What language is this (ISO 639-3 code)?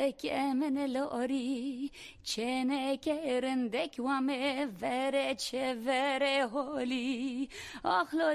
zza